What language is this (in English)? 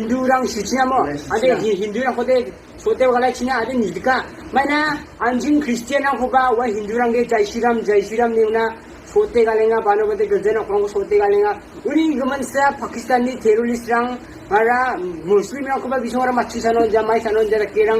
Garo